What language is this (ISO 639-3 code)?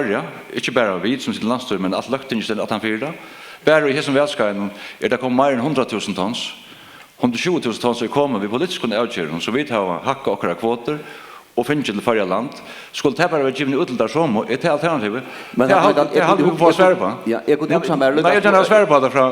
fao